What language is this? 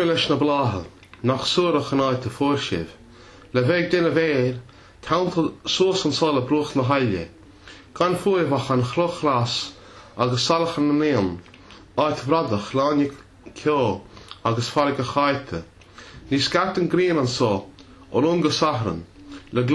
Welsh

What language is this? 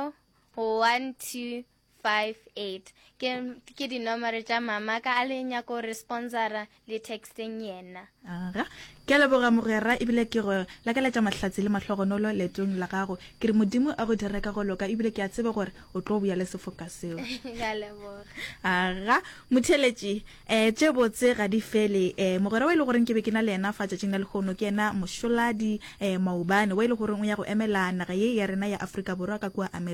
Northern Sotho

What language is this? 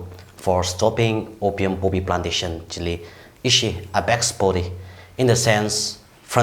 Tangkhul Naga (India)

